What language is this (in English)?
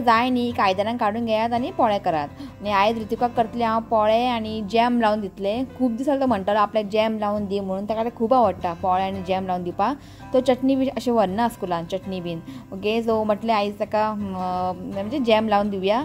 Konkani